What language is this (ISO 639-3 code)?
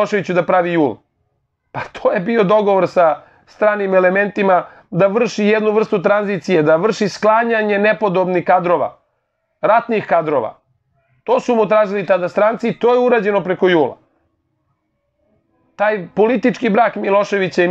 srp